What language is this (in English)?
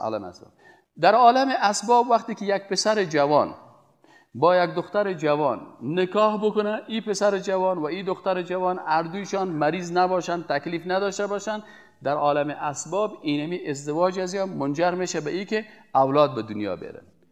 Persian